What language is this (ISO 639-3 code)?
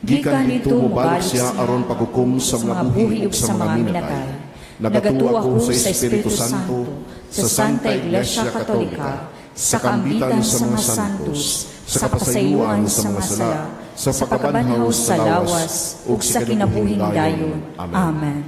ceb